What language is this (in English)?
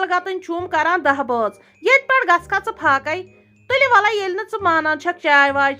Kashmiri